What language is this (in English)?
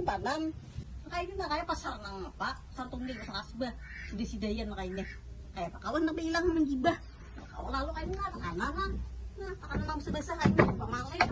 Banjar